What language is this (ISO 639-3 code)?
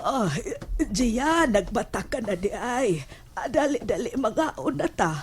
ceb